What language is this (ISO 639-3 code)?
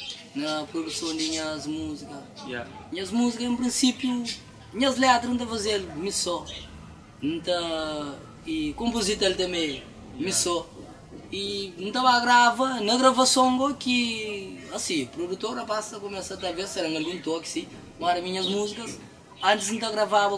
kea